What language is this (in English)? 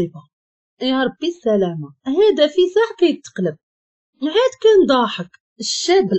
Moroccan Arabic